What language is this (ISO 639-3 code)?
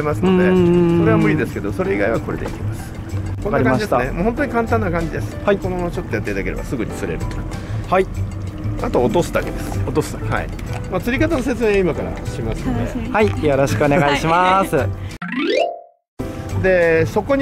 jpn